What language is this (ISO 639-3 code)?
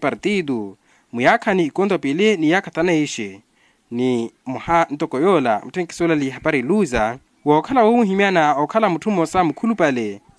vmw